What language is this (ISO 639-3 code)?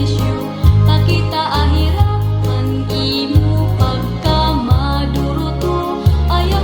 war